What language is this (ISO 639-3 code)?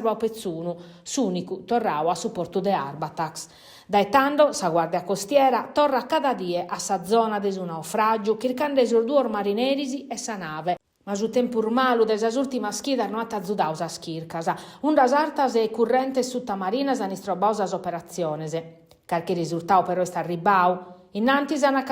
srd